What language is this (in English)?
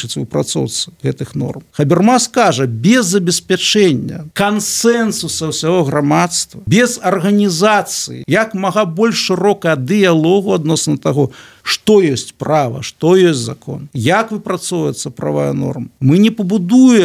Belarusian